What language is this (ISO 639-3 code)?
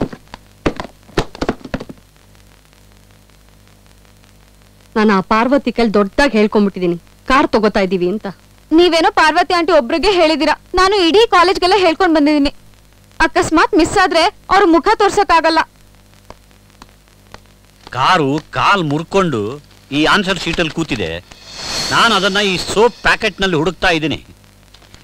kan